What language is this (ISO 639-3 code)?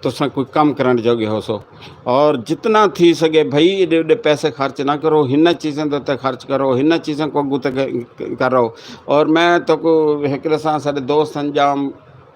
skr